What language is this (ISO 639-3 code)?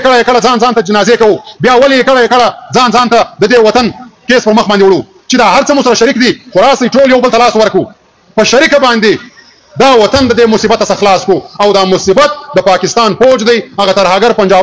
pus